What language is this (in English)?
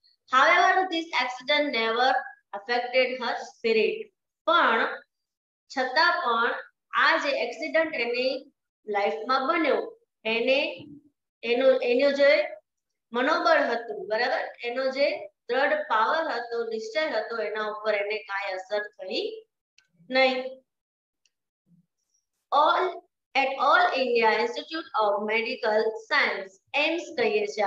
Gujarati